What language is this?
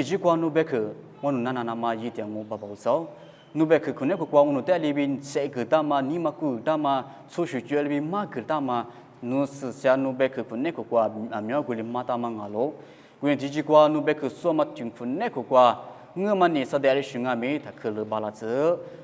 Lisu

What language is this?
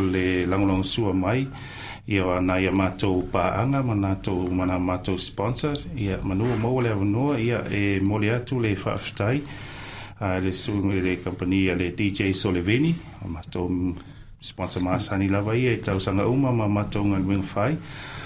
Samoan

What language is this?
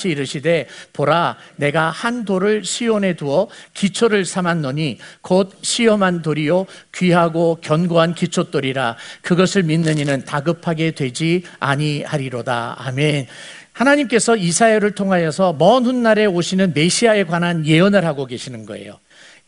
Korean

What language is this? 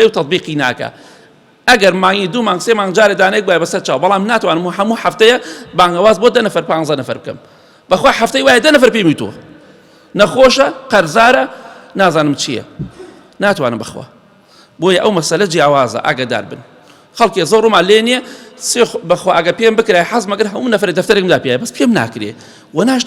Central Kurdish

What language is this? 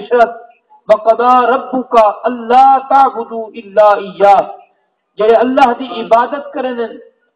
Saraiki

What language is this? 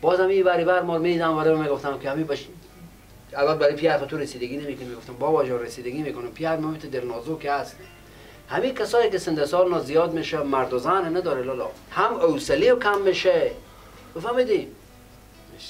Persian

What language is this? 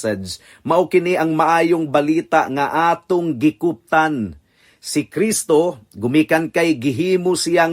Cebuano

